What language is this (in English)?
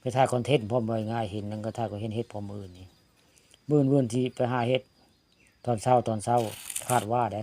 Northeastern Thai